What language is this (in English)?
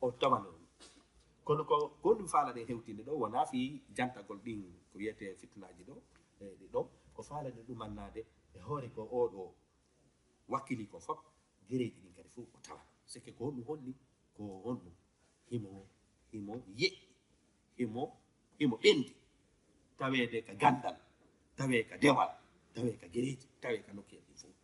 Fula